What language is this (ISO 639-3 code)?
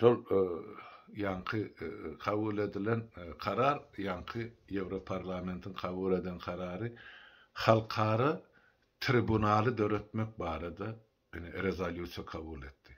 tuk